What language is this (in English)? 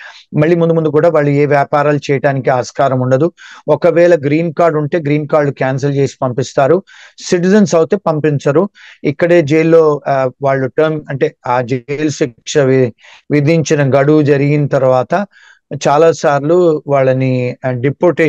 Telugu